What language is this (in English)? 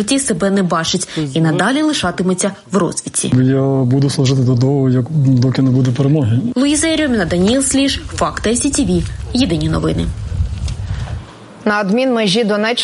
Ukrainian